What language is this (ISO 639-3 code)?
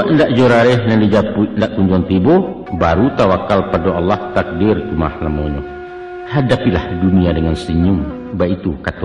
min